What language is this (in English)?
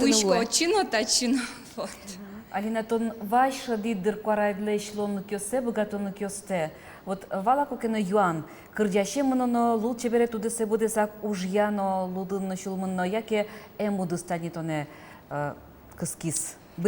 Udmurt